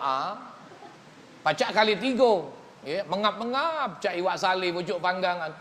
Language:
Musi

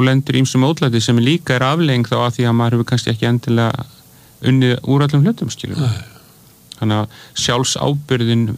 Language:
Icelandic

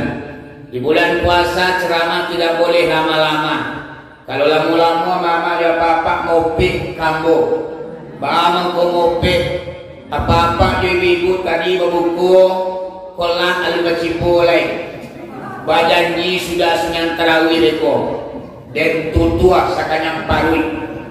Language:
Minangkabau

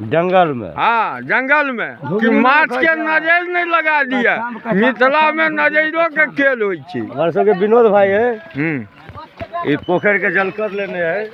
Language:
Maithili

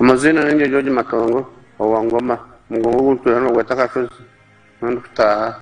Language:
Nyankole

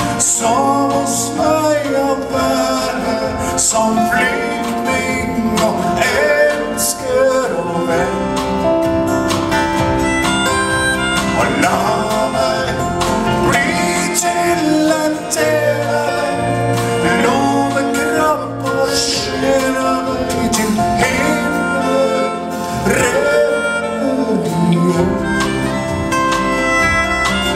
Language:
Norwegian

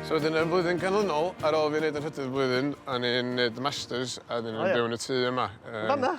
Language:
Welsh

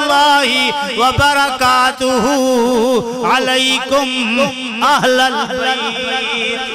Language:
Urdu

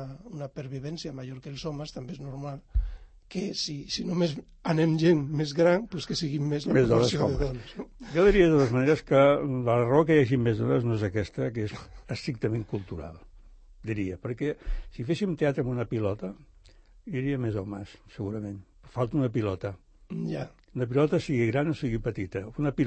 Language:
Catalan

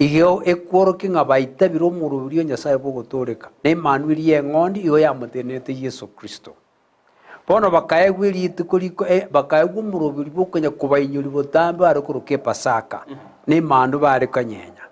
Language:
Gusii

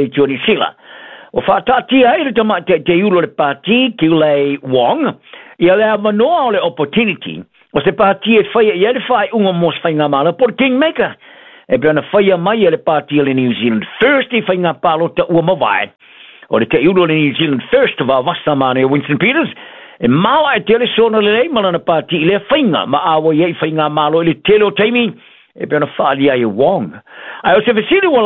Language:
Samoan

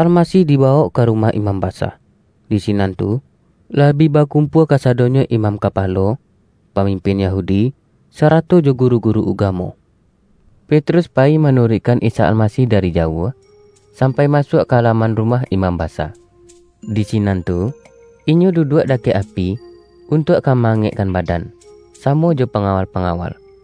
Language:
Minangkabau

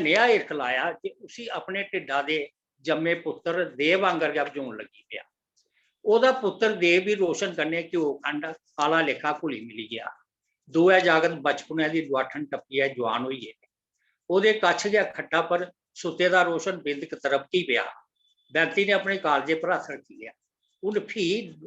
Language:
Dogri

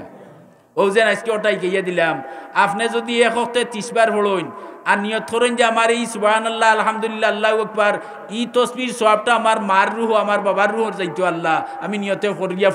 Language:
Sylheti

